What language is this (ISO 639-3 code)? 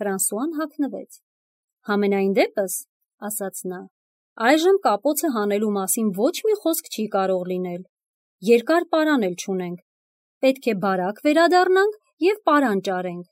hye